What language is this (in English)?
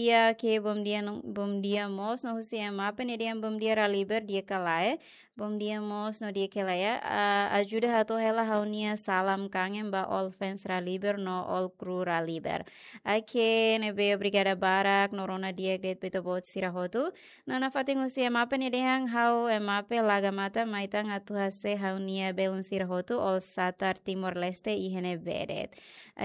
Tetum